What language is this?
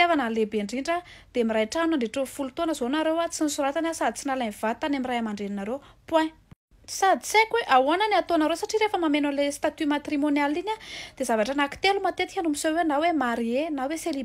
Malagasy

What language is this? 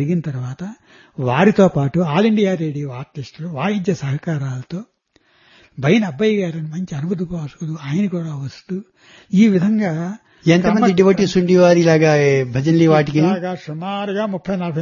Telugu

